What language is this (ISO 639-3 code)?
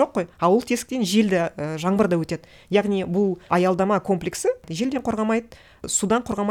kaz